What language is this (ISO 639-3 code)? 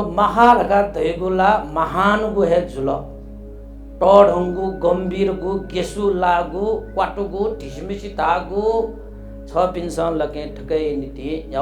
new